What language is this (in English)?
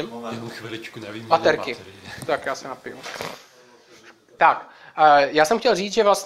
Czech